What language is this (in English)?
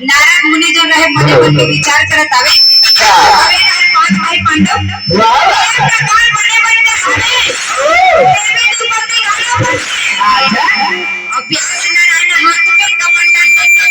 Chhattisgarhi